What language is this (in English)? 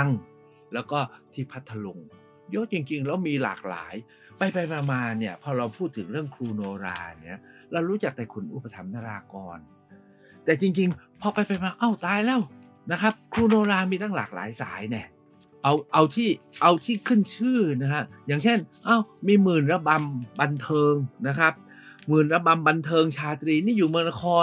Thai